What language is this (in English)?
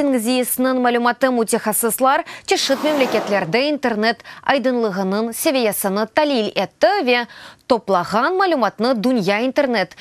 Crimean Tatar